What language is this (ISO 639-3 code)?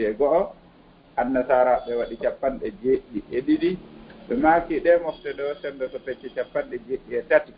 ful